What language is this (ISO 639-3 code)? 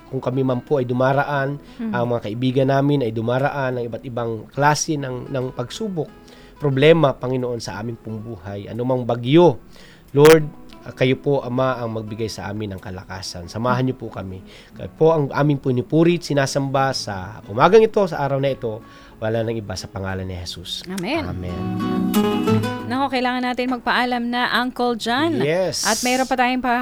fil